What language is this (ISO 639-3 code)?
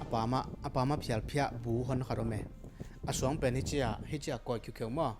ctd